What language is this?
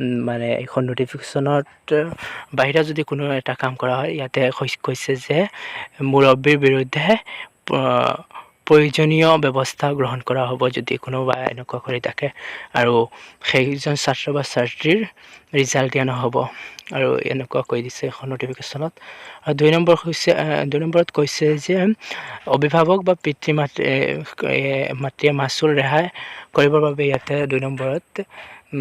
Assamese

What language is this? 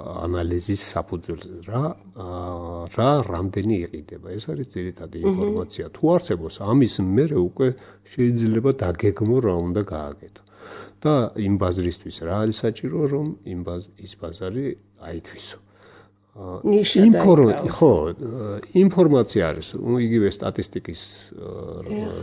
Georgian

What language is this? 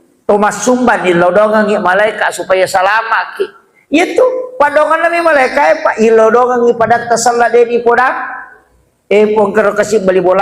Buginese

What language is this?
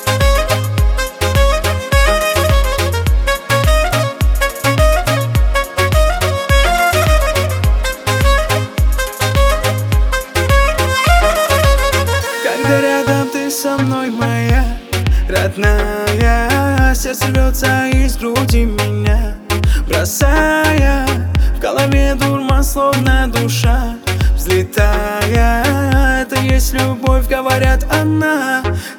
Russian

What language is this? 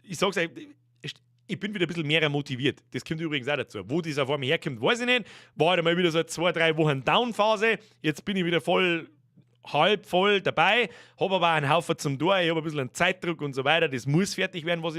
Bavarian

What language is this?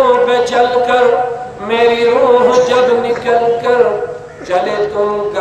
Kashmiri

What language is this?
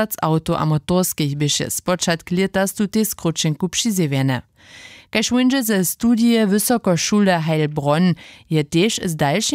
Upper Sorbian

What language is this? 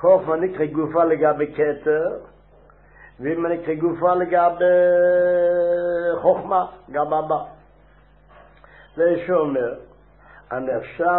Hebrew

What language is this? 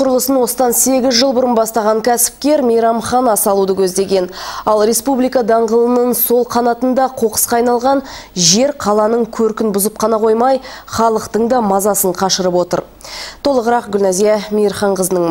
Kazakh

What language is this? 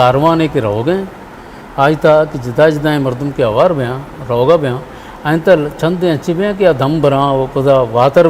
Eastern Balochi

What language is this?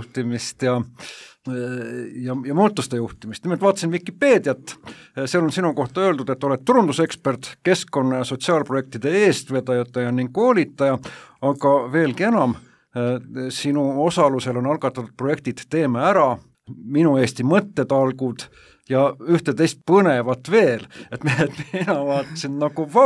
Estonian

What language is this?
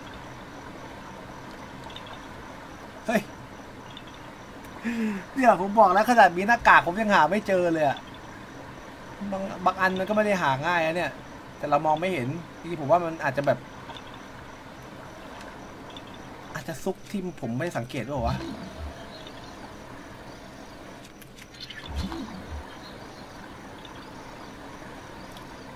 Thai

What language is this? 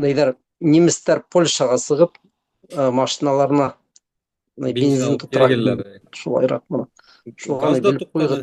Bashkir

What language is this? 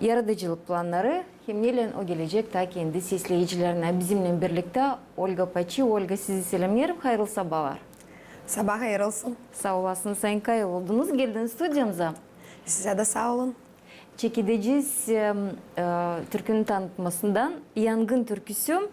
Gagauz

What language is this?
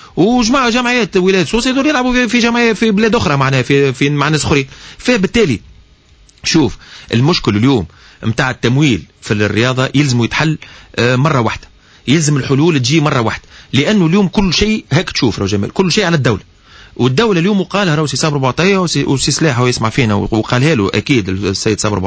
Tunisian Arabic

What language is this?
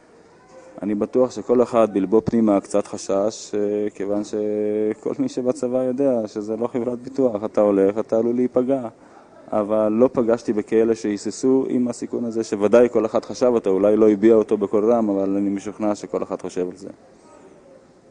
Hebrew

